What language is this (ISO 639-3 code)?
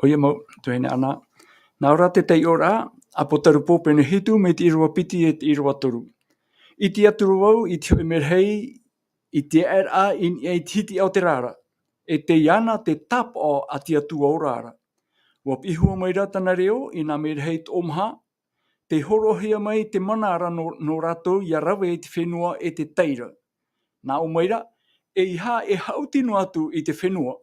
tah